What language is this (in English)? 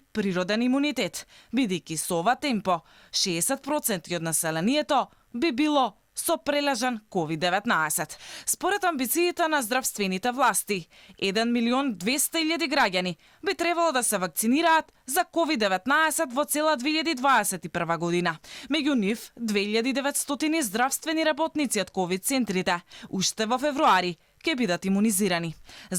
Macedonian